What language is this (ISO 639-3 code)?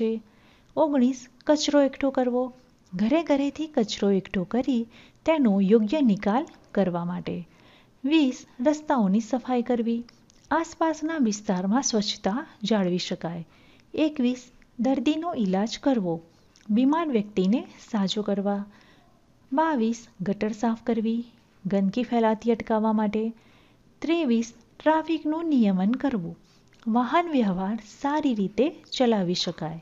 guj